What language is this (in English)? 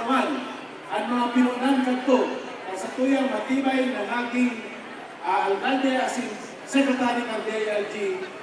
Bikol